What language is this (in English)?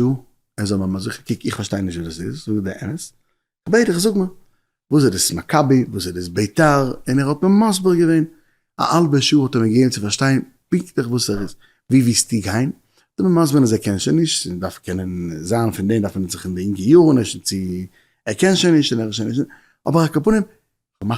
Yiddish